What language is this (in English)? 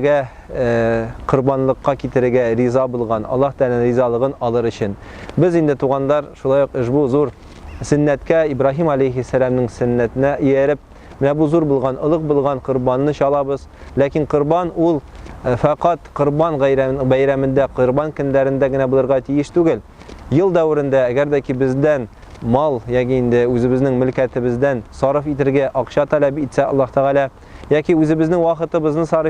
Tatar